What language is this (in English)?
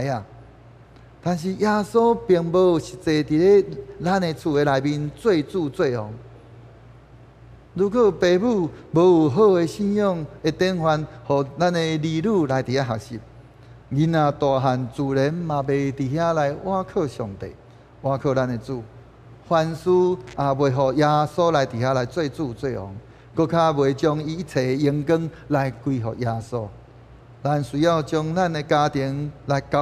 Min Nan Chinese